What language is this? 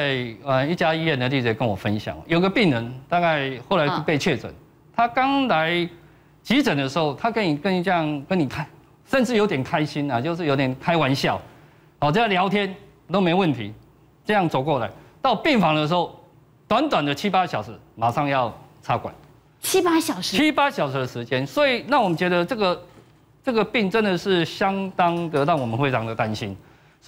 Chinese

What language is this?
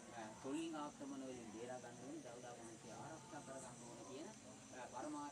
Sinhala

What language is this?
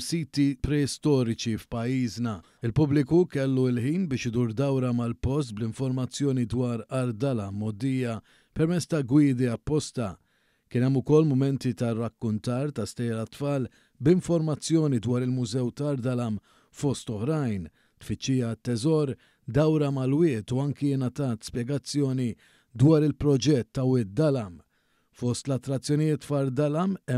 Maltese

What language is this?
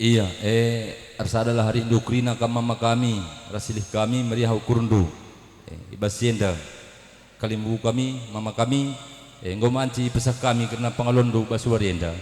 Batak Karo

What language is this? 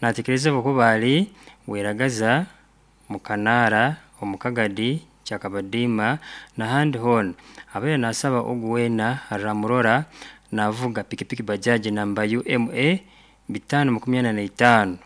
Nyoro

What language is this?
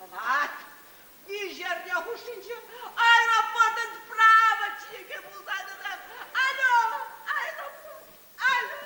Chuvash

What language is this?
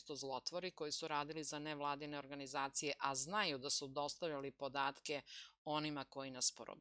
Serbian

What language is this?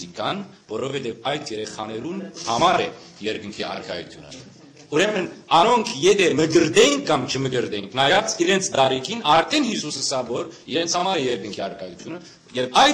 Western Armenian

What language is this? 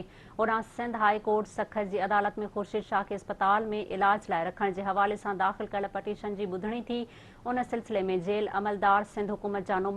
Sindhi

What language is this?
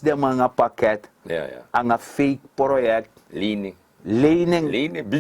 Sranan Tongo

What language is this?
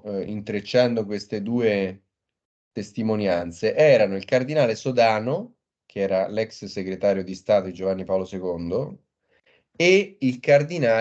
Italian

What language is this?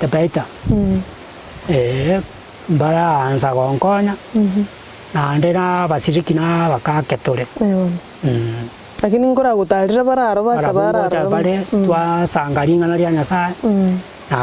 Gusii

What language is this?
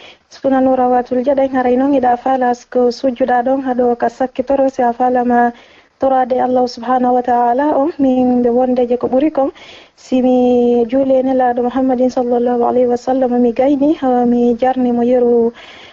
Fula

